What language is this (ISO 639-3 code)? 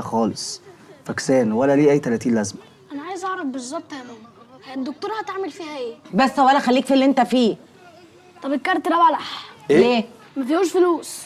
arz